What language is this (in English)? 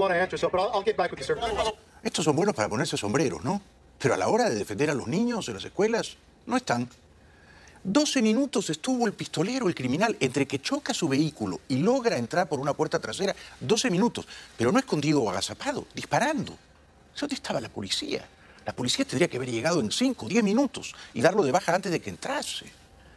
Spanish